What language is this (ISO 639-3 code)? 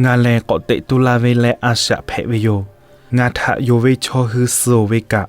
lhu